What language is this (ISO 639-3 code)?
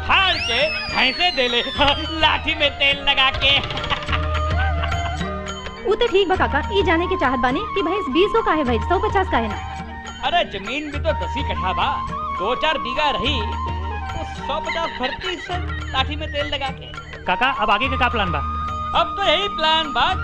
bho